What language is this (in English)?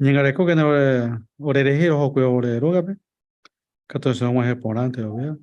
Guarani